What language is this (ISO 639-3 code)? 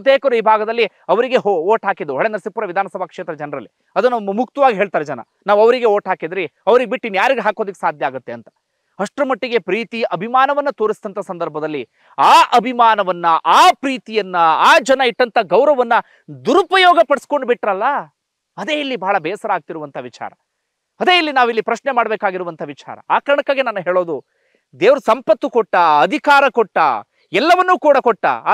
kan